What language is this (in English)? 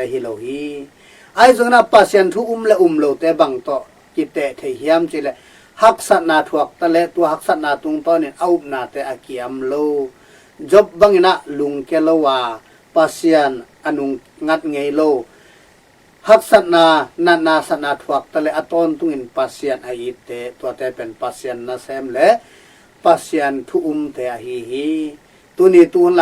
Tedim Chin